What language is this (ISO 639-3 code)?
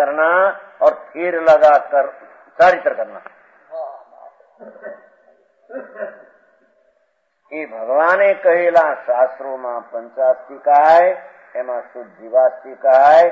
guj